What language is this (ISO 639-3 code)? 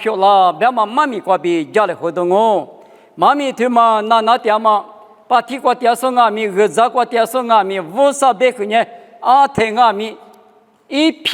lis